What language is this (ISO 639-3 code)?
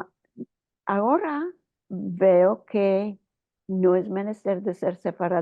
lad